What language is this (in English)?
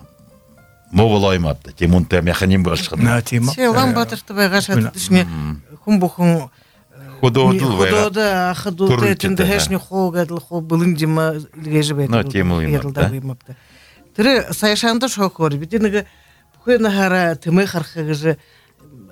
Buriat